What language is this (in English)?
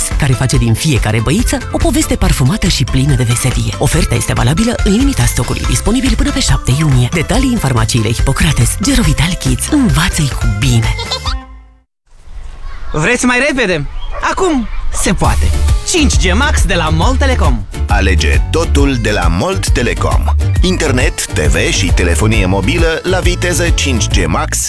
Romanian